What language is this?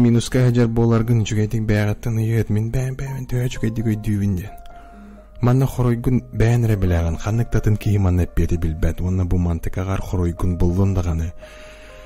Yakut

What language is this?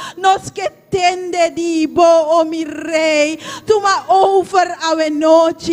Papiamento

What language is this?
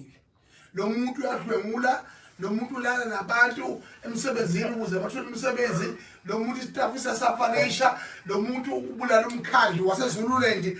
Zulu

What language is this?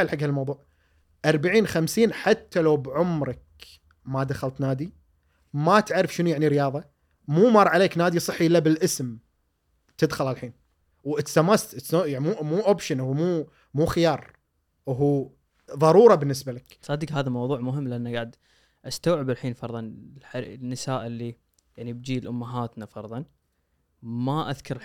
Gulf Arabic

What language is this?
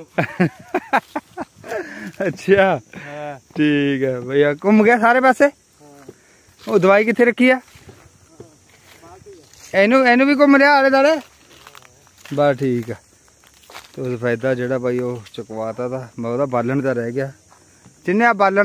Punjabi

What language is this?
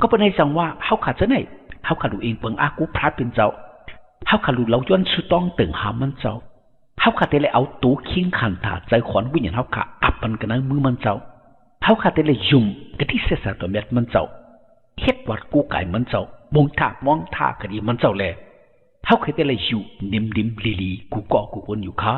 Shan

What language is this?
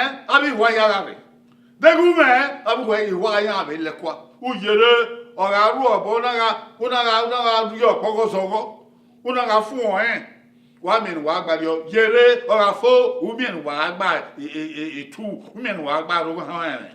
Bini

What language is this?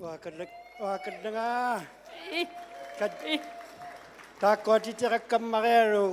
Inuktitut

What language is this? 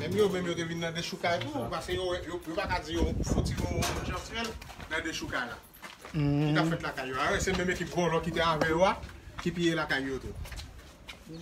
Haitian Creole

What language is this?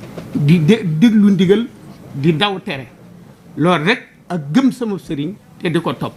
Wolof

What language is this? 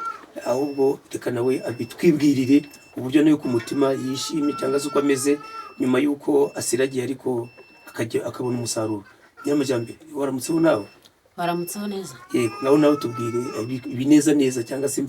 Kinyarwanda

